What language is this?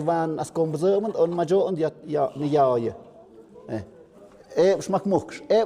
Tlahuitoltepec Mixe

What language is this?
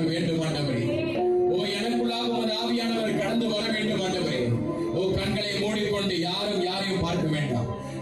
Tamil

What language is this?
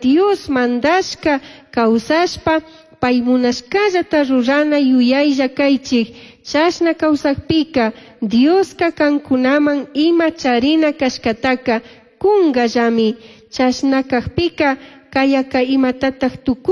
Chimborazo Highland Quichua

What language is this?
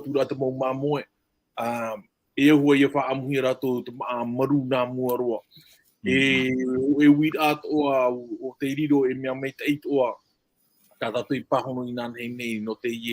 Tahitian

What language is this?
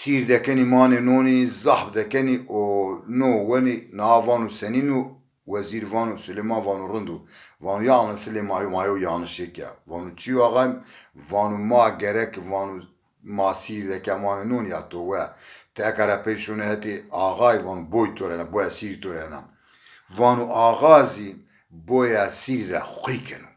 Zaza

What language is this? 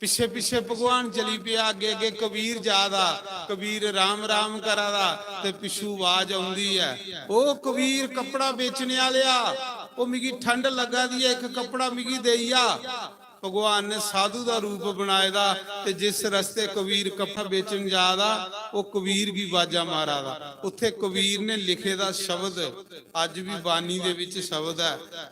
Dogri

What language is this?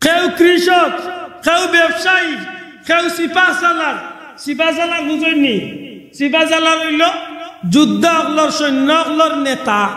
Sylheti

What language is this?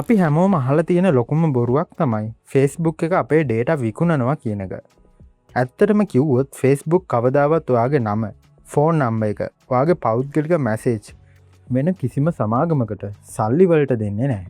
Sinhala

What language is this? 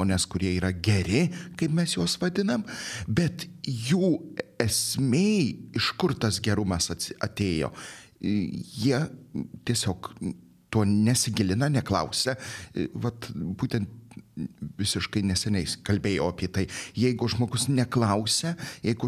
Lithuanian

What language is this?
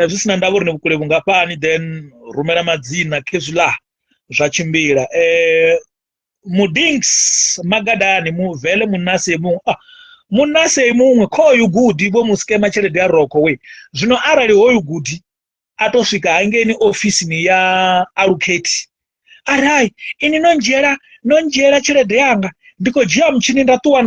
Venda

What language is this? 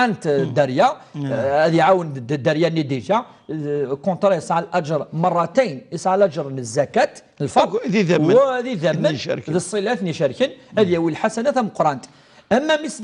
Kabyle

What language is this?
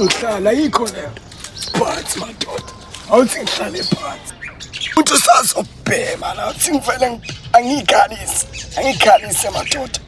Zulu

